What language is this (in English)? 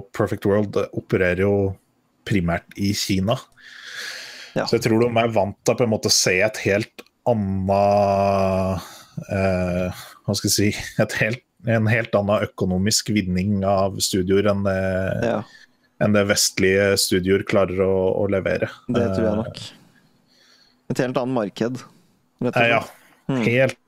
Norwegian